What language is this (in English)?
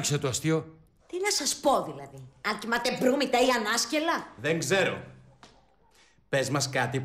Greek